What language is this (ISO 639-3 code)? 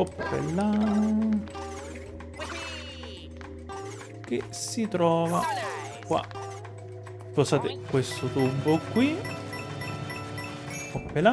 ita